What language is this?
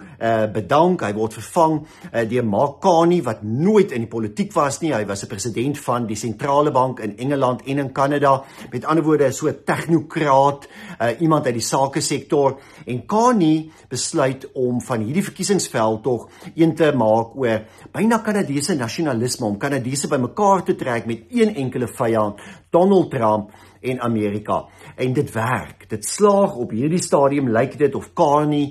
Afrikaans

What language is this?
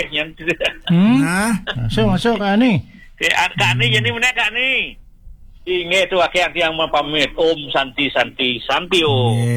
Balinese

